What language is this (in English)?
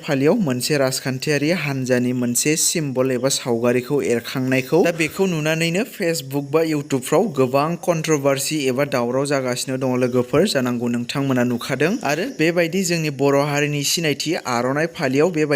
Bodo